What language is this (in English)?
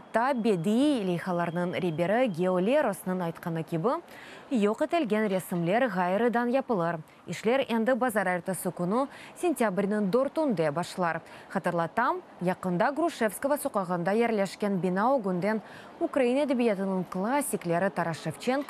Crimean Tatar